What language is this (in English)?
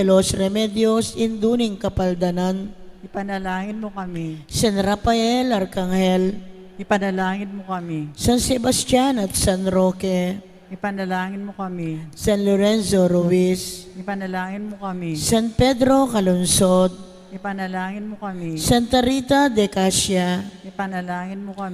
Pampanga